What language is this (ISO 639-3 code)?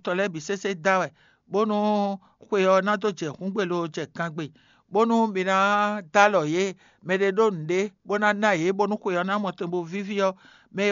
fon